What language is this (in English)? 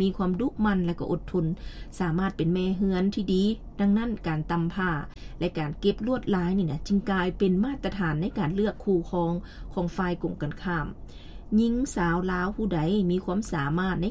Lao